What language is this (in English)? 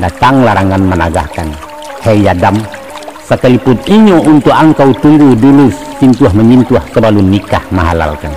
Minangkabau